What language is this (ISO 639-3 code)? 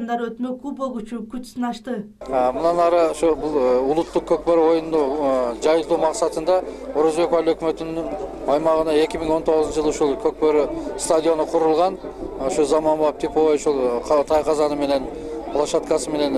kir